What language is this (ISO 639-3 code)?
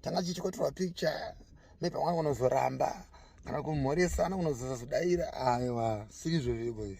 sna